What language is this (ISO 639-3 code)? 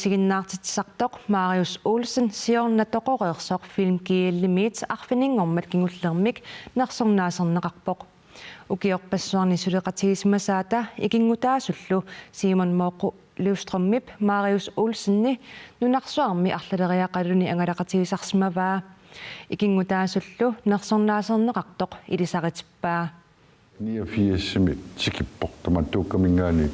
kal